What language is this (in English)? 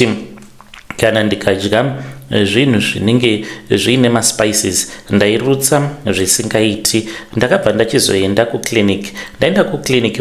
Shona